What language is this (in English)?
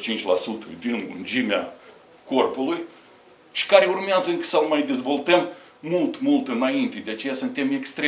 Romanian